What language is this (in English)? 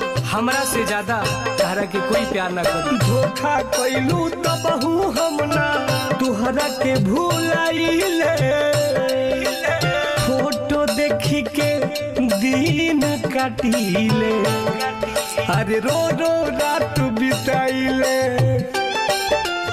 Bhojpuri